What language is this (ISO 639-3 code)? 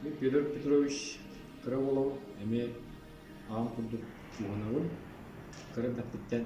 sah